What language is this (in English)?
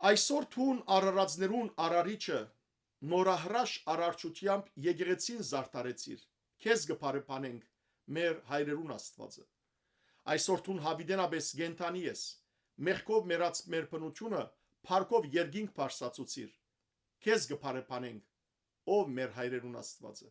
Western Armenian